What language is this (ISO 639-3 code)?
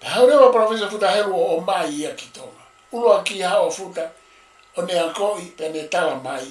ton